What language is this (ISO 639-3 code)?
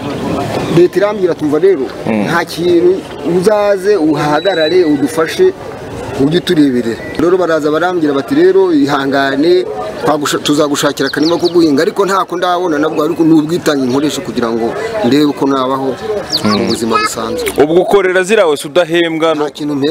kin